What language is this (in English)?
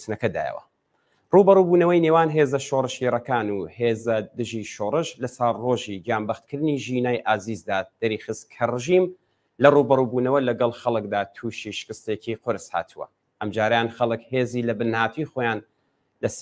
Central Kurdish